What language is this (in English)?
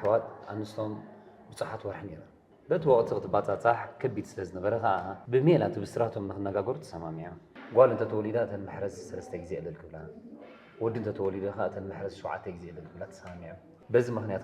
Tigrinya